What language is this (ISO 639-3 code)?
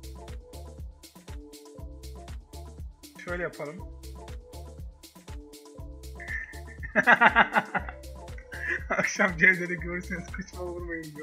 tur